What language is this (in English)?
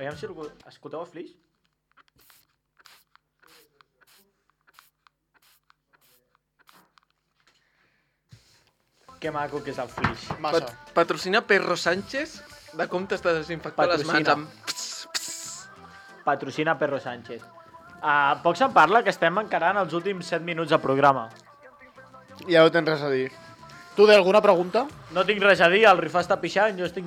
Catalan